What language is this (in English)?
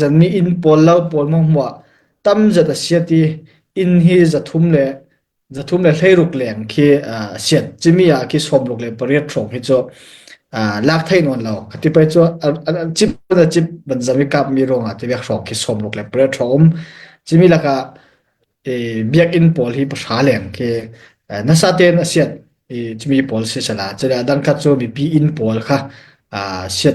Falam Chin